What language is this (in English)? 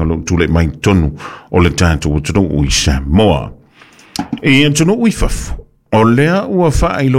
Samoan